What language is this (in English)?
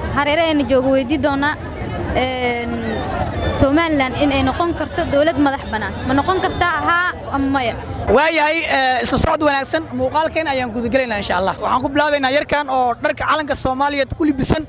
Somali